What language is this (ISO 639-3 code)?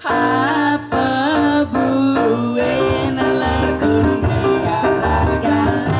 ban